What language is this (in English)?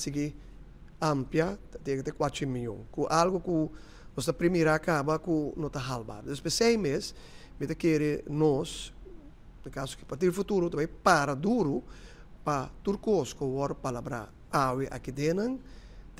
Papiamento